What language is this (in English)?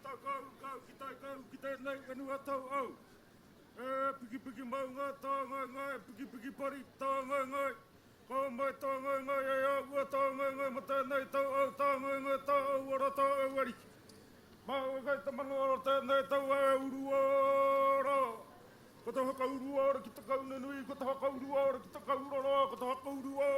Māori